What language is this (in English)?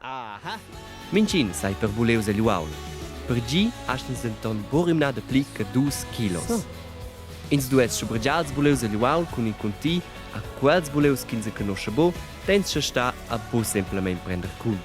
Romansh